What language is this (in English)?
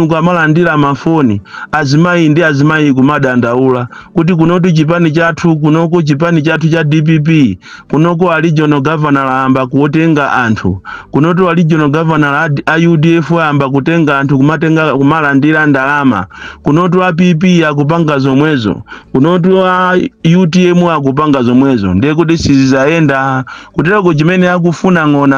Nyanja